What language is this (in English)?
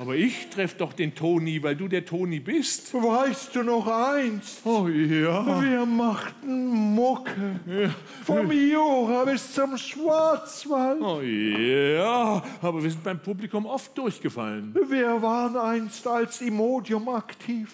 Swiss German